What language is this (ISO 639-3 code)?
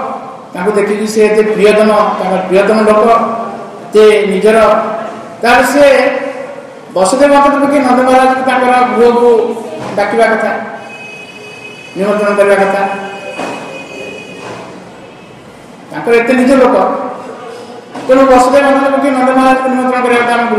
ori